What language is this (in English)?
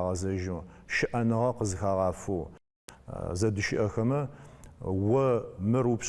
Adyghe